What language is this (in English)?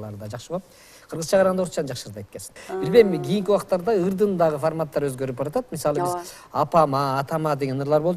Kyrgyz